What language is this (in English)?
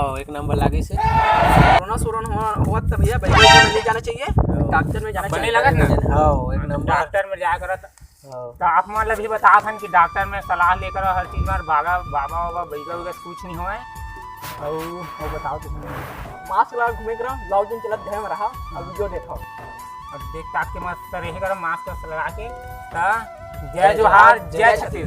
Chhattisgarhi